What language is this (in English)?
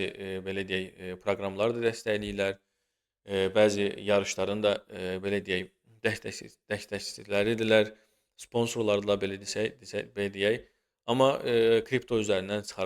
Azerbaijani